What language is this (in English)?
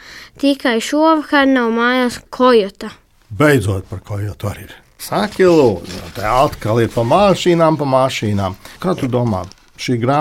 Latvian